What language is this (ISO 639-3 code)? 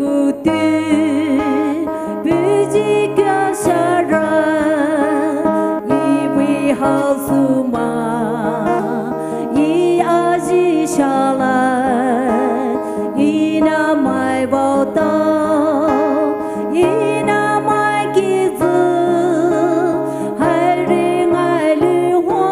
pmx